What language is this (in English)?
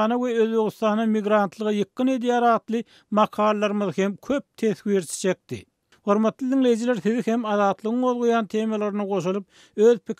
Turkmen